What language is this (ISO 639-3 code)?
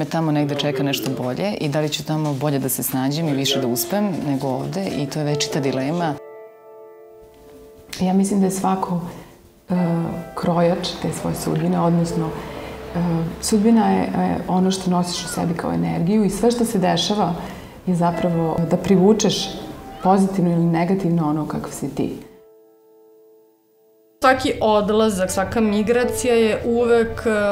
srp